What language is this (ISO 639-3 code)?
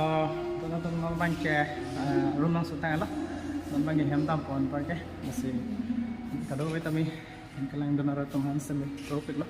mjw